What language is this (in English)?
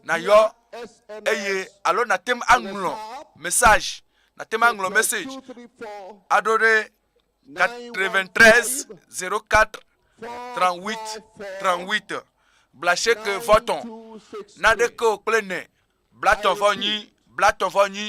Ewe